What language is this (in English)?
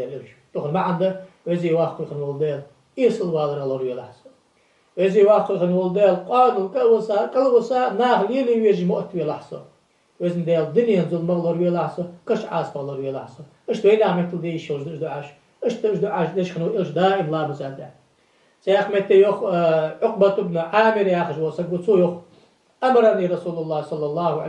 Ingush